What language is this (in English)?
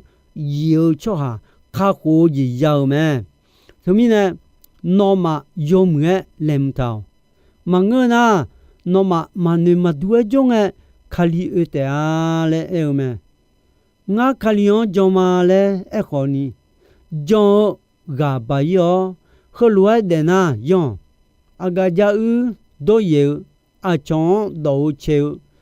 Akha